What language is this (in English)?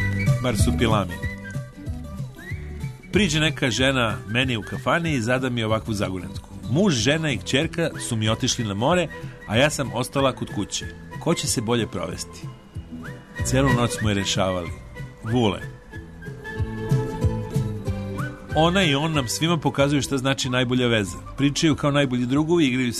Serbian